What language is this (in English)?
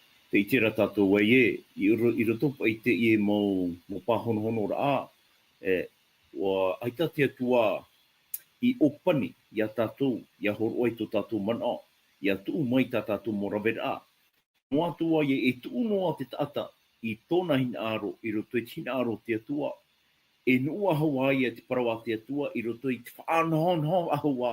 Tahitian